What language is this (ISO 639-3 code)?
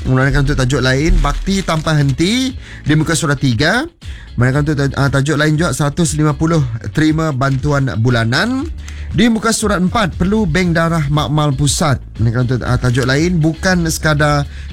msa